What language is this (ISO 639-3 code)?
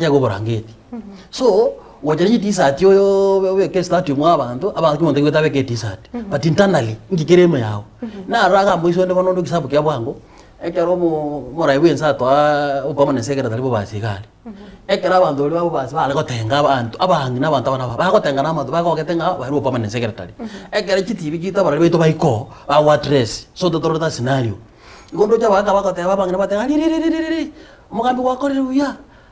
guz